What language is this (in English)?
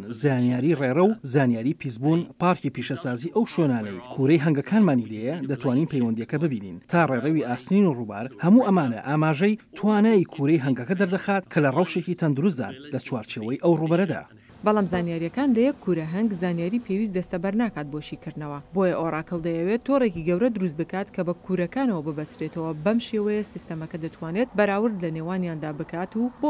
Central Kurdish